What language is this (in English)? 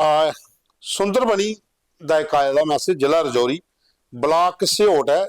Dogri